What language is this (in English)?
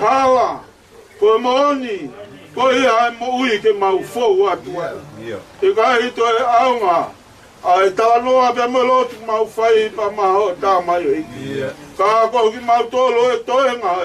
Tongan